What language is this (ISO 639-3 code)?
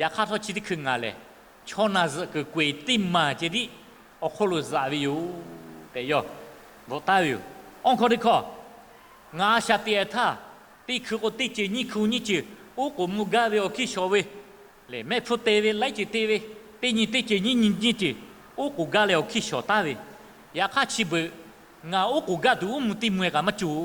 lhu